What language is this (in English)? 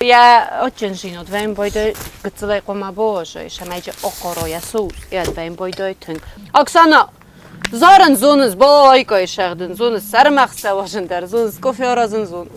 Ossetic